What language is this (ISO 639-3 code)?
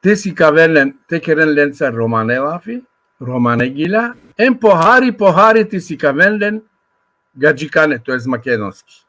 rmn